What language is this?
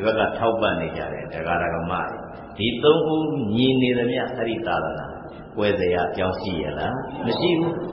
Burmese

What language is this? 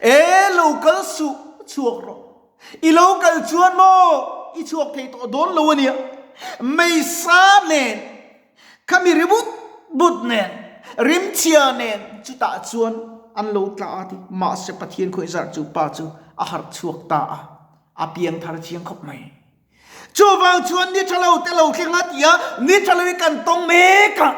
Mizo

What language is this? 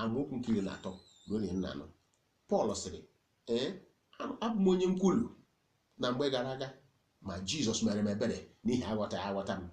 Igbo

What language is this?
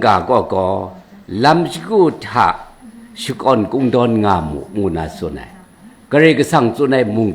Kachin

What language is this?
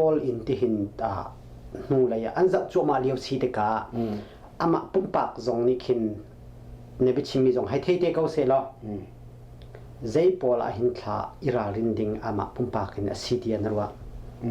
Hakha Chin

